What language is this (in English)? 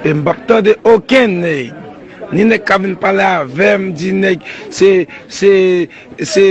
Haitian Creole